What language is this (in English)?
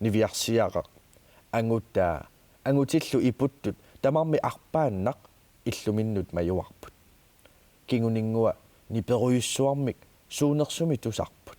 Kalaallisut